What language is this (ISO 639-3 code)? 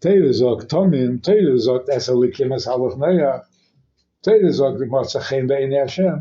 yid